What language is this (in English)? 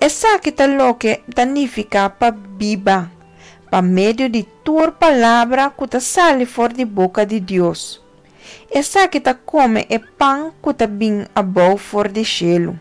Papiamento